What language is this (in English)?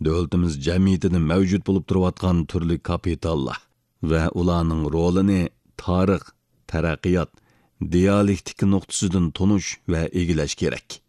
Uyghur